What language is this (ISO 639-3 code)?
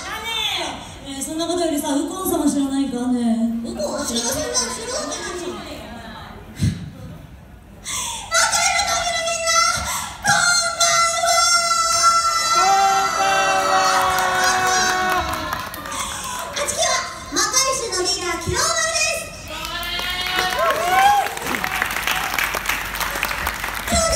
jpn